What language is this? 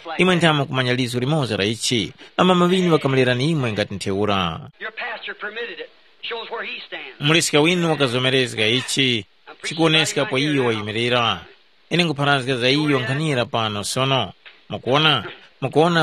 Tumbuka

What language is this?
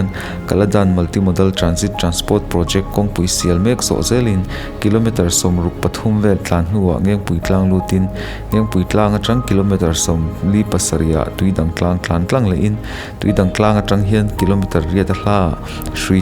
Mizo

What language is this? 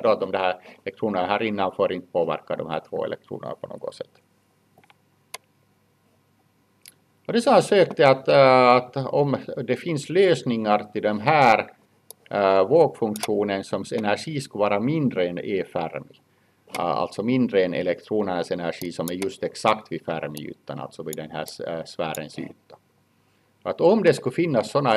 Swedish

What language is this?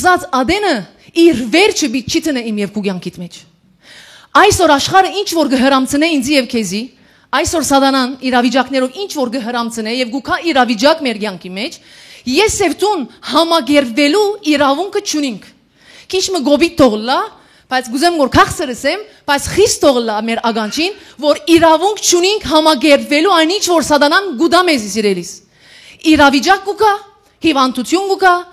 Western Armenian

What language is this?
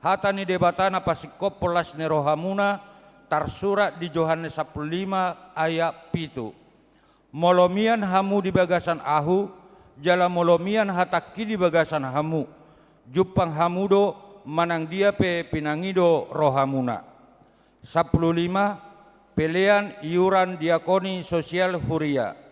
Batak Toba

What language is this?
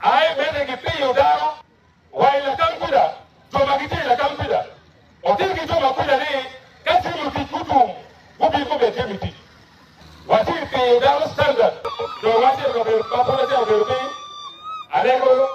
Acoli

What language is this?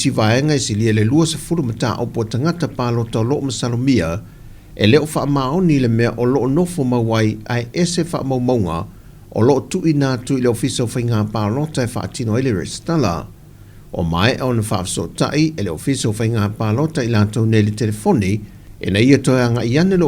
Samoan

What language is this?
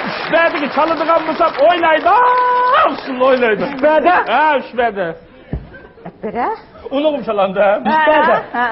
Uyghur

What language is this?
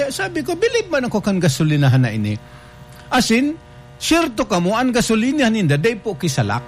Bikol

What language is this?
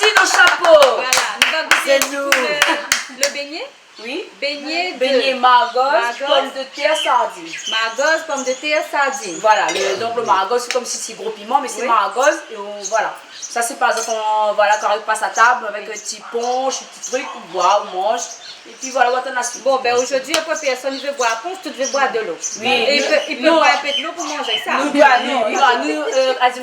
Réunion Creole French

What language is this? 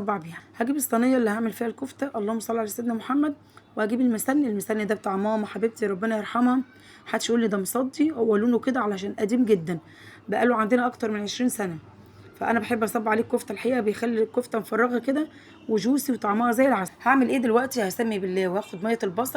Egyptian Arabic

